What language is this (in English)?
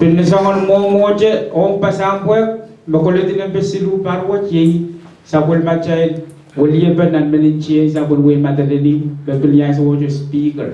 Pohnpeian